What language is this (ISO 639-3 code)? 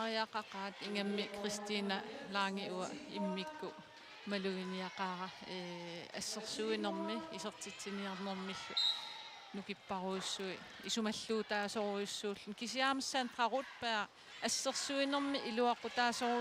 kal